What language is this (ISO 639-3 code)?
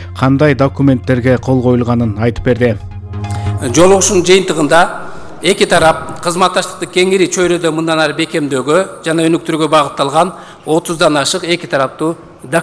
kir